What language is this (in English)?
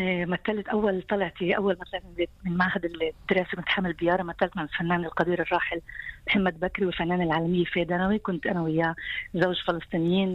North Levantine Arabic